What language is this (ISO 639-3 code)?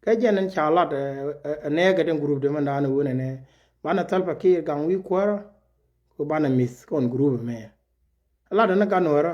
nus